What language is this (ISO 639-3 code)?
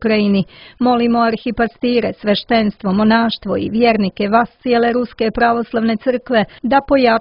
srp